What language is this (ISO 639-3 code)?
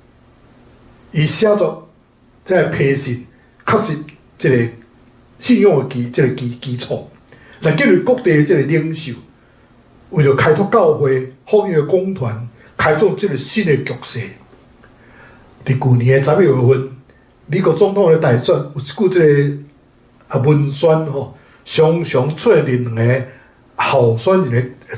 nan